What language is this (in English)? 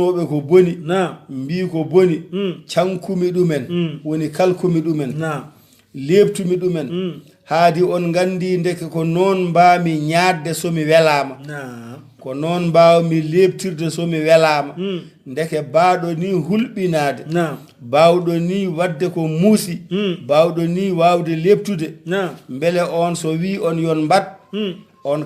Fula